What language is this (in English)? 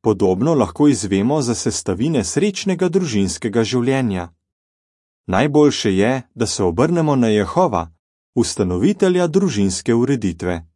Slovenian